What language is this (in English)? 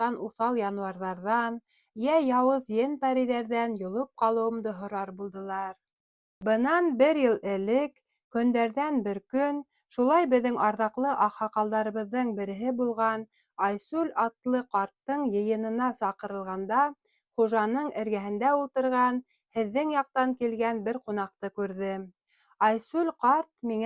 Bashkir